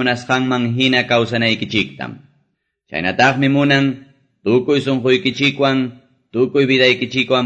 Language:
Quechua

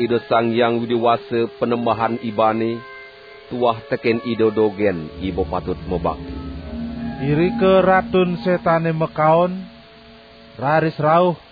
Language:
Balinese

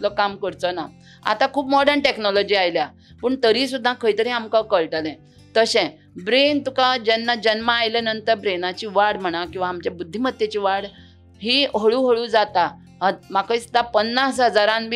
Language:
Konkani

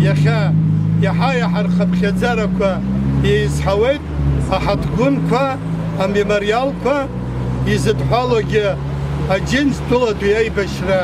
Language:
Abkhazian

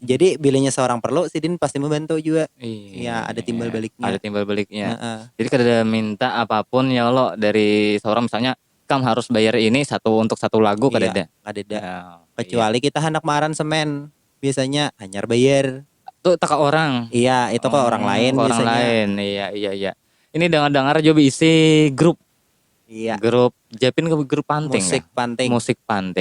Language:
Banjar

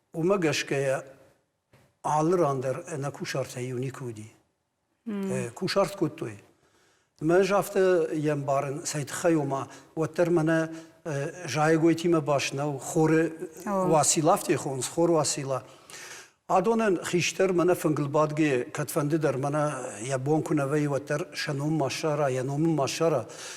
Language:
Ossetic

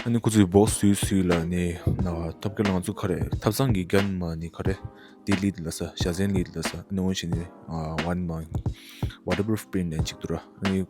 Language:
Tibetan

